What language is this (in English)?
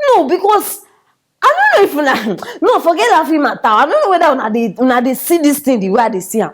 Nigerian Pidgin